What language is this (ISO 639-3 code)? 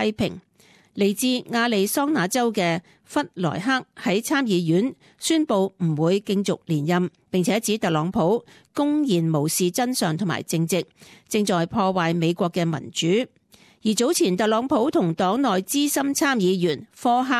yue